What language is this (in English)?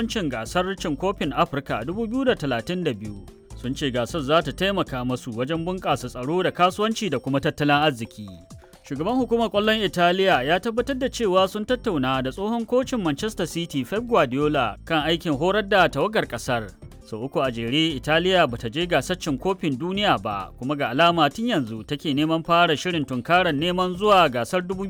Hausa